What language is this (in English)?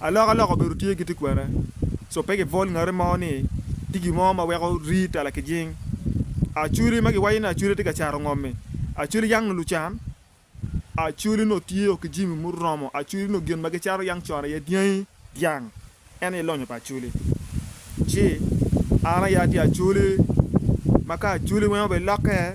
Acoli